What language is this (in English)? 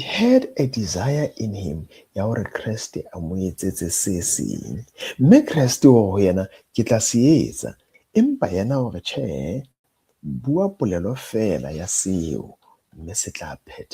Southern Sotho